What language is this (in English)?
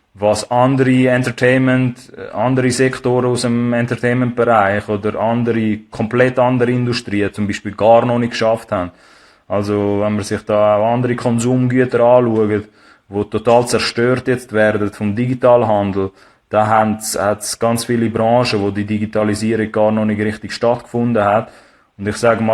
Swiss German